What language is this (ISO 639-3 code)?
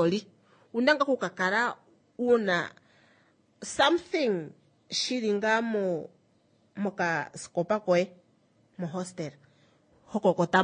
kua